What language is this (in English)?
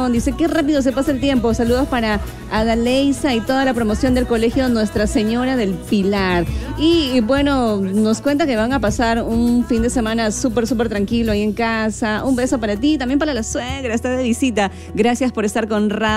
Spanish